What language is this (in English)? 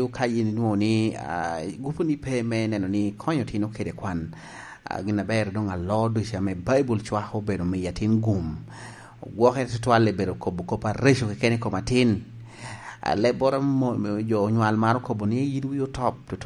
Lango (Uganda)